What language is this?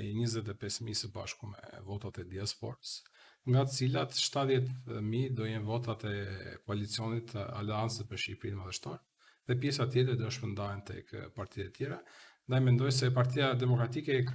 Albanian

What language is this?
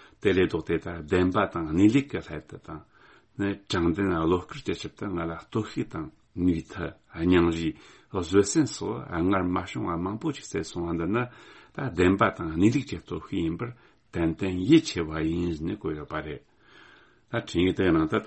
Tibetan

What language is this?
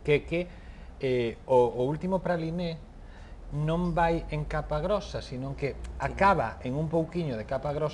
Galician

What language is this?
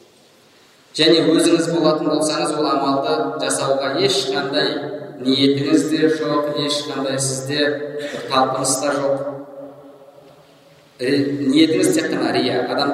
Kazakh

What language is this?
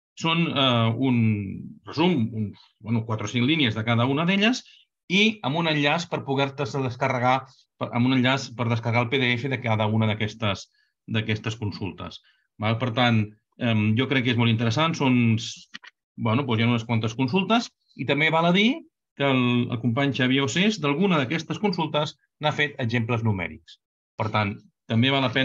Catalan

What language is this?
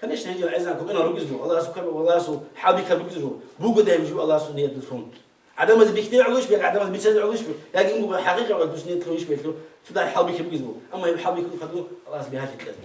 Avaric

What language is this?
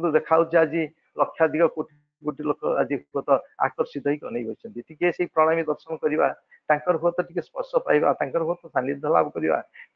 Odia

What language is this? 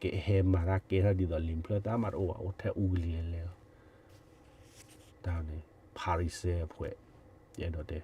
S'gaw Karen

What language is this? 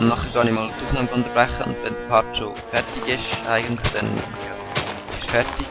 Swiss German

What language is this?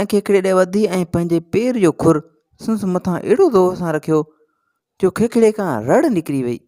Sindhi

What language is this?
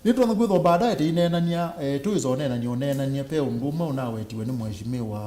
Kamba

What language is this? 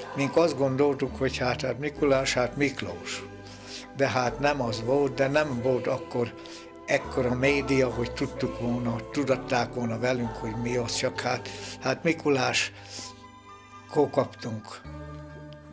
Hungarian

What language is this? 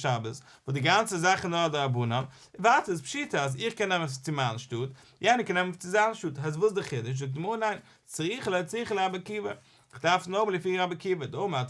Yiddish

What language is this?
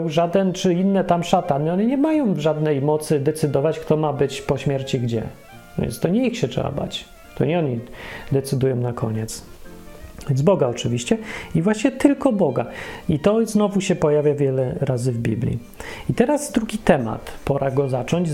Polish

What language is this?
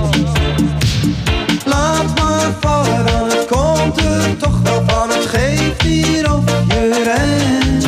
Dutch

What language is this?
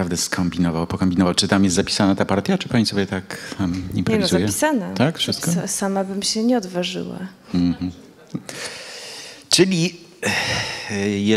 Polish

